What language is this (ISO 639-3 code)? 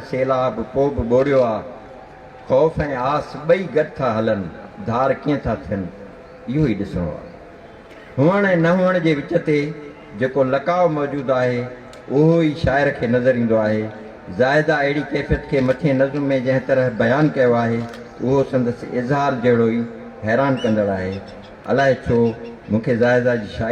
snd